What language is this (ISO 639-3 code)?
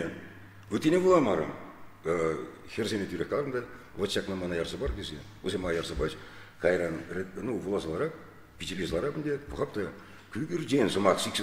chv